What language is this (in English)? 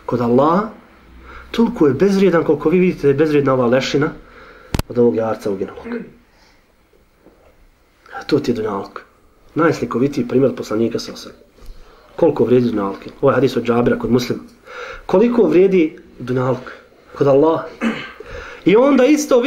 Bosnian